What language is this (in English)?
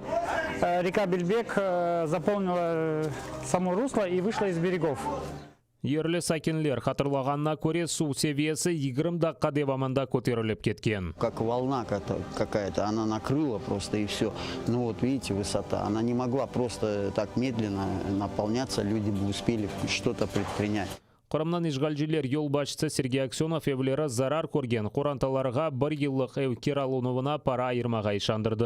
Crimean Tatar